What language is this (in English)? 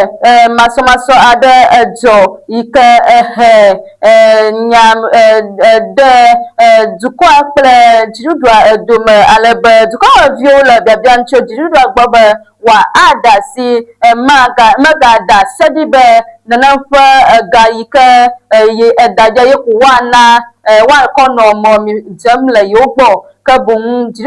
Ewe